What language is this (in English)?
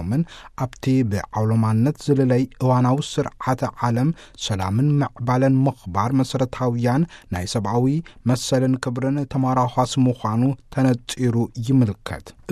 Tigrinya